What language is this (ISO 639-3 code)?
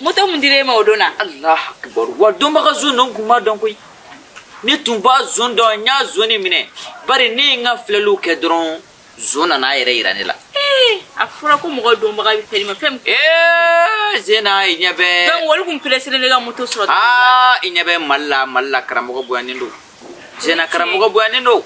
bam